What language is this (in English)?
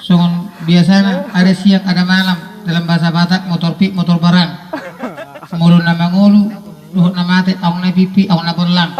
Batak Toba